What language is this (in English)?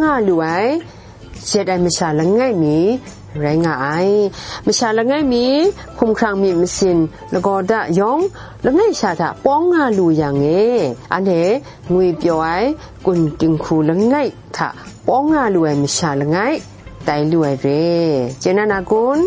Kachin